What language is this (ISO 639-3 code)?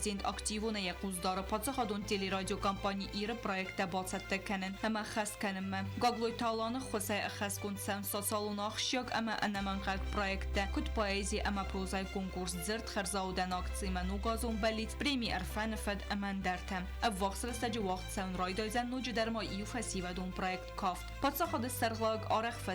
oss